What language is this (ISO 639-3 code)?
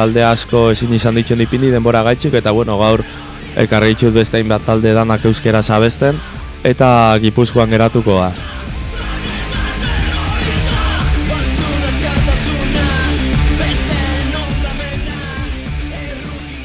eus